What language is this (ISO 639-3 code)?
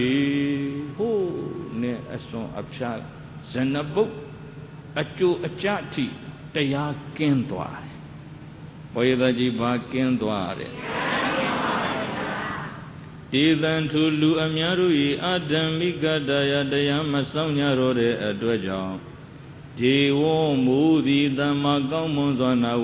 mya